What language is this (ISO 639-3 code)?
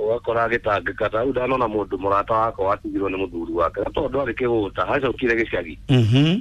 kik